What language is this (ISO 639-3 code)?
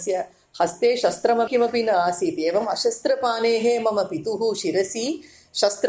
san